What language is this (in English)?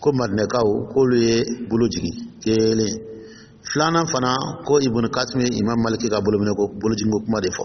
Dyula